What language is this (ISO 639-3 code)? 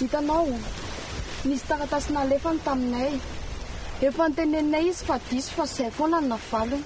mlg